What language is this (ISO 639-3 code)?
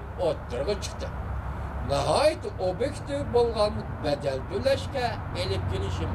uig